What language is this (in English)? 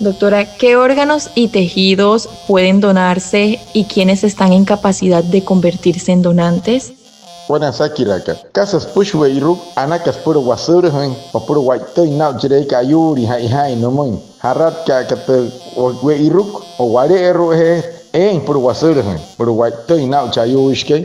Wayuu